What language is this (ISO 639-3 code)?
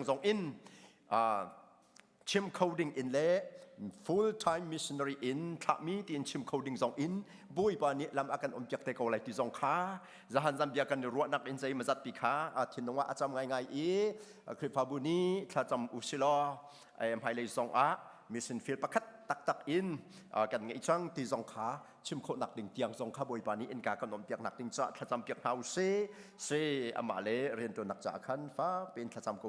cnh